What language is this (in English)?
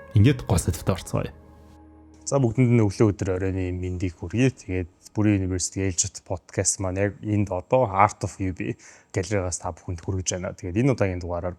Mongolian